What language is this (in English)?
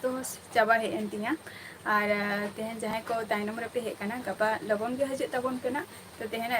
Santali